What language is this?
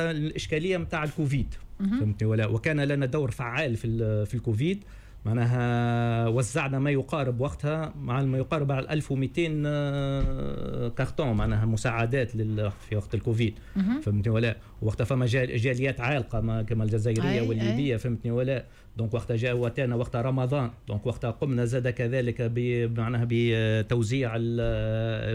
Tunisian Arabic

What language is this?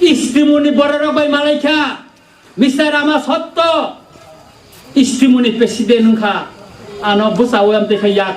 Kok Borok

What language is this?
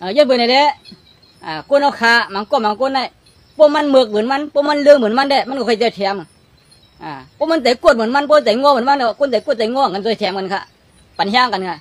Shan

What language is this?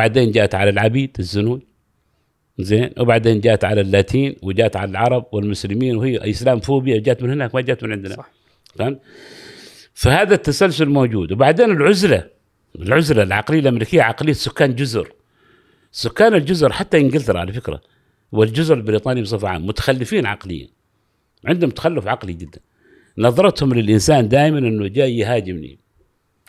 Gulf Arabic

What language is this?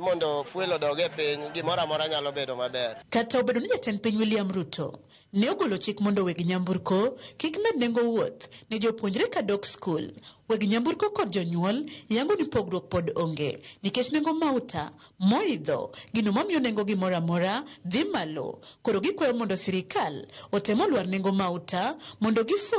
Luo (Kenya and Tanzania)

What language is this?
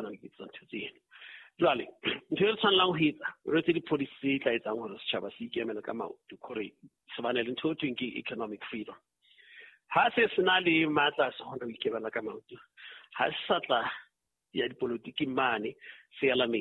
Southern Sotho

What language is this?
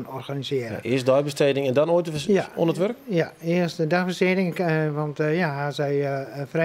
Western Frisian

